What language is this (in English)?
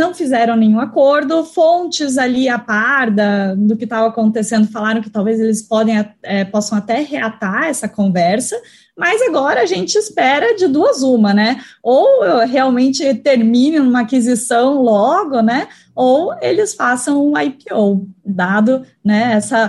Portuguese